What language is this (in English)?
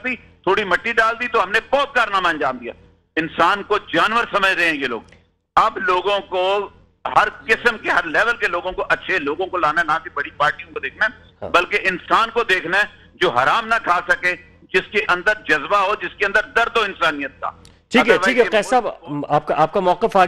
Urdu